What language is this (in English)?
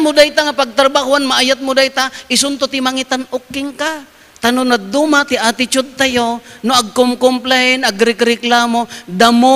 Iloko